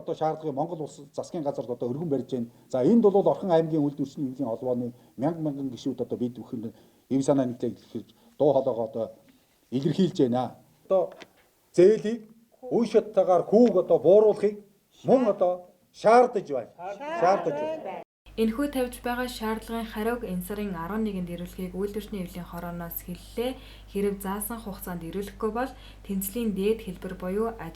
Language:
Mongolian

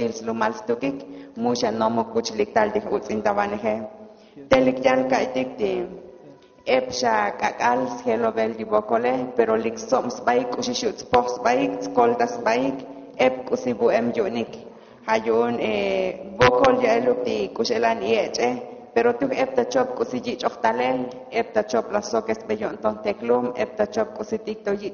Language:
Tzotzil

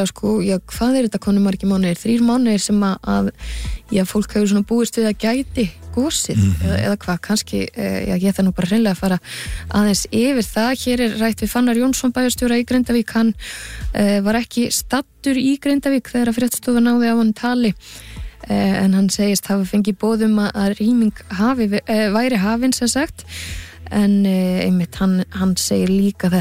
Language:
Icelandic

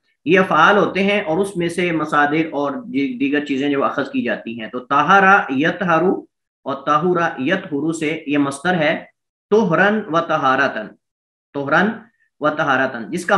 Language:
Urdu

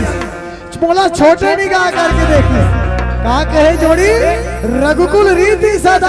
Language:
Chhattisgarhi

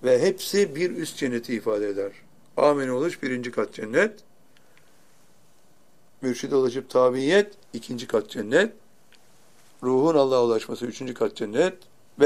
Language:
Turkish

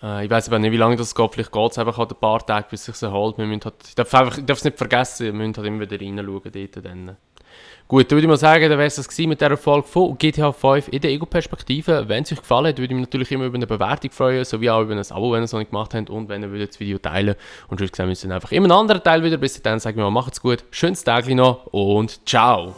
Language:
Swiss German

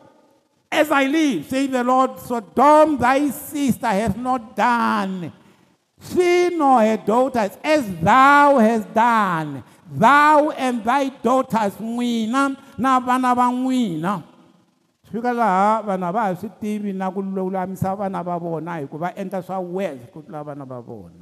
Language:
Tsonga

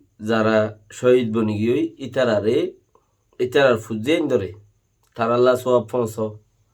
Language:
Rohingya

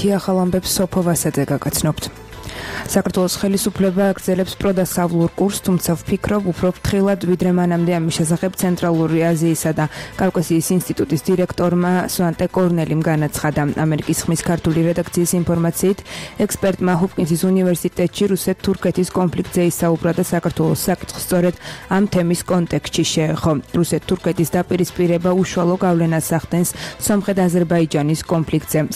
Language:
Georgian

